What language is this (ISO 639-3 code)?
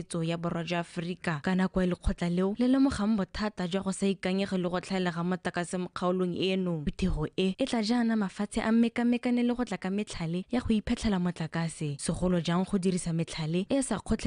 tsn